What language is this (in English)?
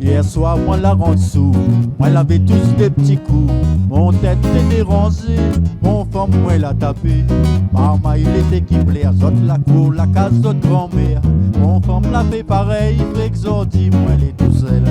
Réunion Creole French